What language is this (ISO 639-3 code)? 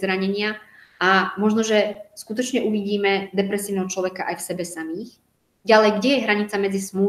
slk